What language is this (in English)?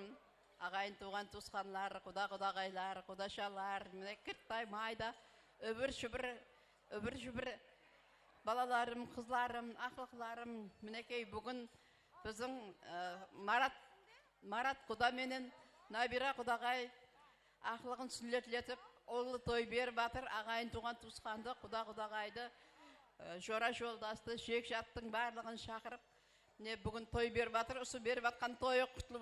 Kara-Kalpak